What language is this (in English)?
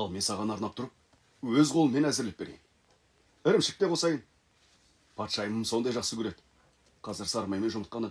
Kazakh